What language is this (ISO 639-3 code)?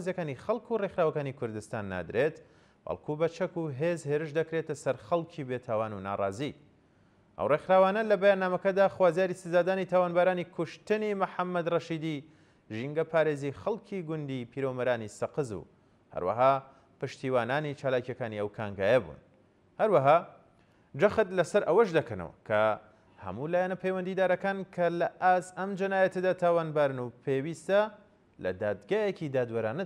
ckb